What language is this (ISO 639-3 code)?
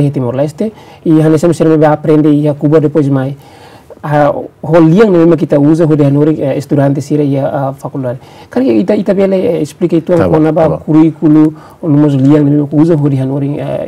tet